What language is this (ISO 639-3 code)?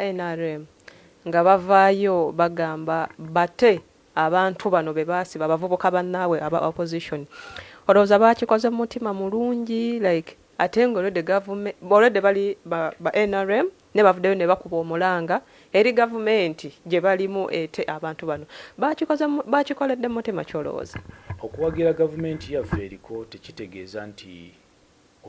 lug